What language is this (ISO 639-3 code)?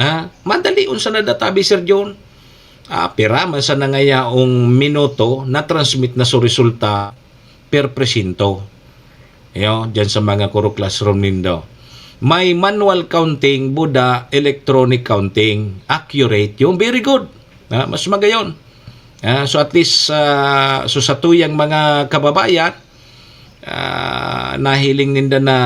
bik